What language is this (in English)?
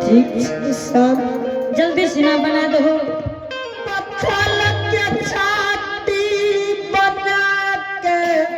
Angika